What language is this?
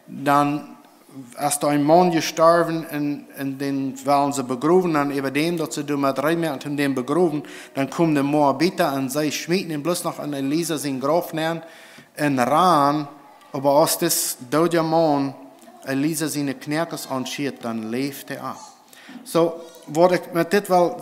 Plautdietsch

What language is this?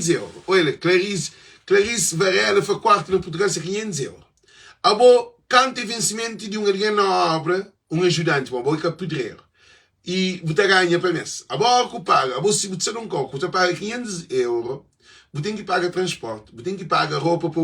Kabuverdianu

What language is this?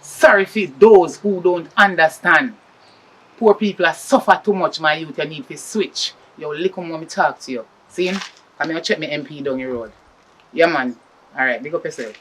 Jamaican Creole English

